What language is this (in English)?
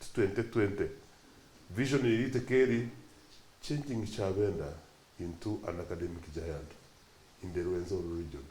Nyankole